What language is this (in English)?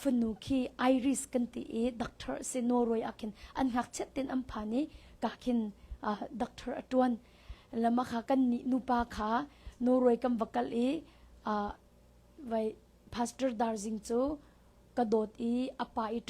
Hakha Chin